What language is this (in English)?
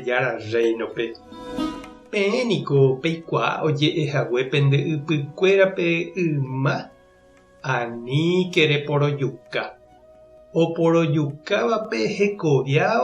Guarani